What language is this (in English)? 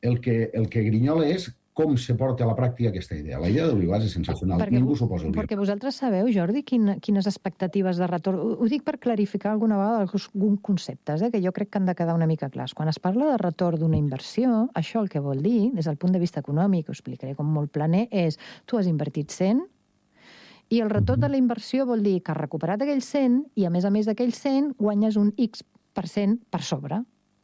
Catalan